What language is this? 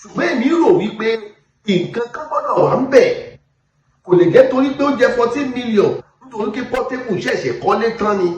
Yoruba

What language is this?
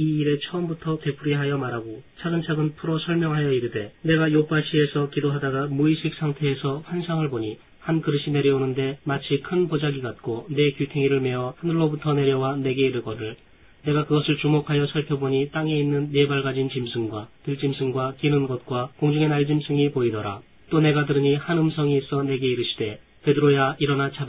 Korean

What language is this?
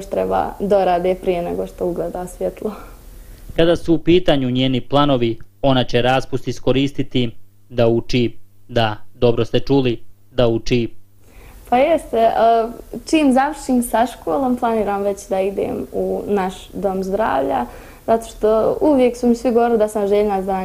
Bosnian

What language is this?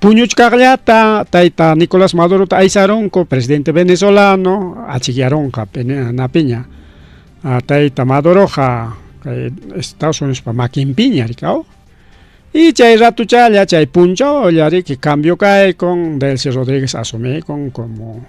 Ayacucho Quechua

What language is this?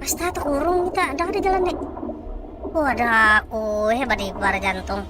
Banjar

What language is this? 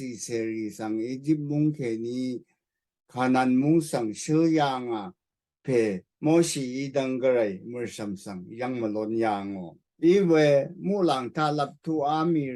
Rawang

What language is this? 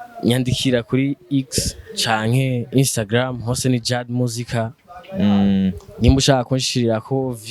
Rundi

